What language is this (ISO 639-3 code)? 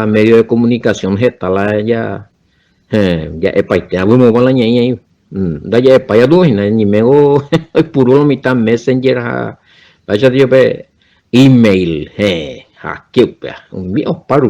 grn